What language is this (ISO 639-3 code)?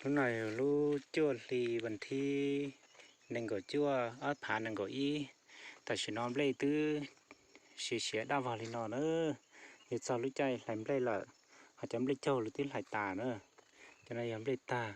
hmn